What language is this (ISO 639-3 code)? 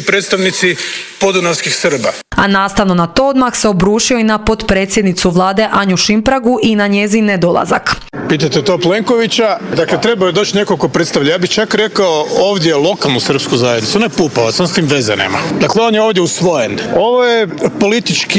hrv